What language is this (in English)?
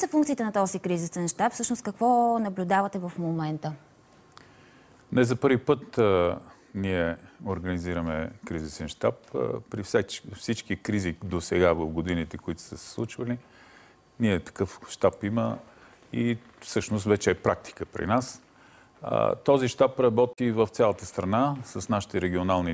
Bulgarian